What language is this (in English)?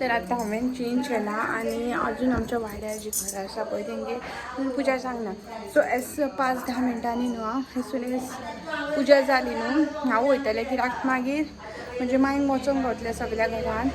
Konkani